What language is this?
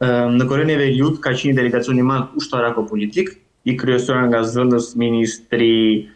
Albanian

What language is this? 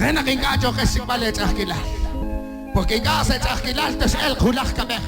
Kekchí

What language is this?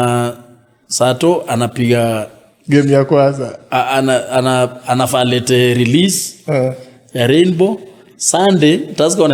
Swahili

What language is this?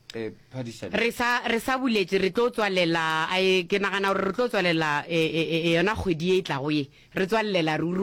Northern Sotho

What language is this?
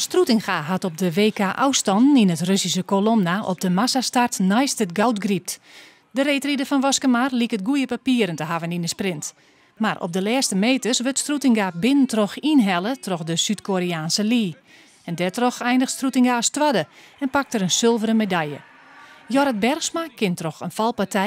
Western Frisian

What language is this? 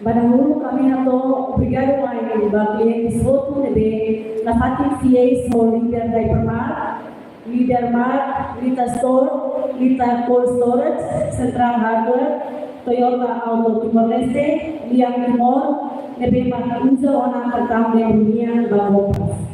Tetum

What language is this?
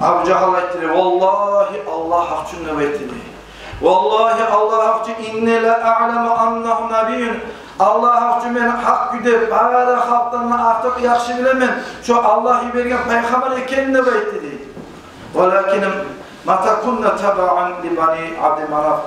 Kumyk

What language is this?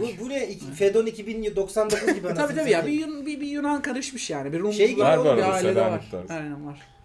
Turkish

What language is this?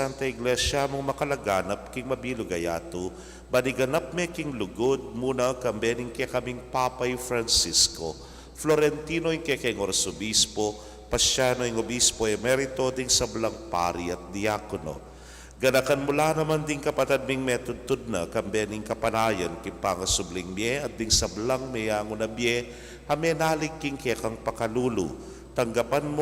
Pampanga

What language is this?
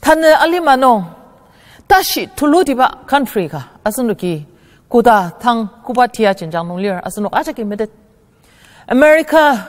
Ao Naga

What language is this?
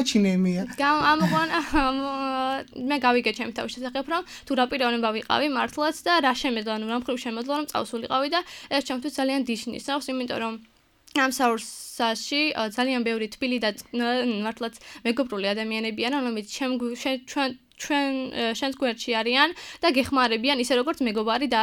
Georgian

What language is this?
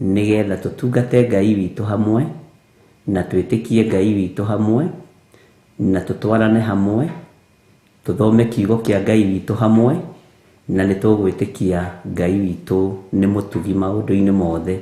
Kikuyu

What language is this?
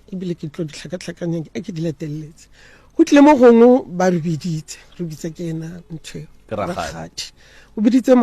Northern Sotho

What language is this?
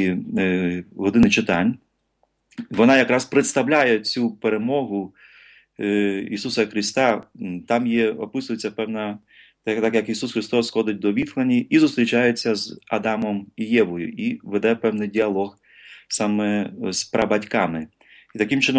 Ukrainian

